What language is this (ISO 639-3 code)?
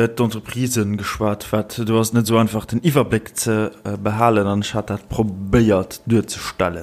ltz